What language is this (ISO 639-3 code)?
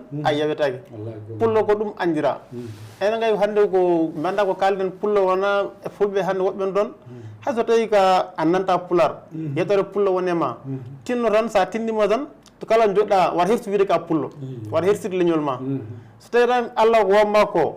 ful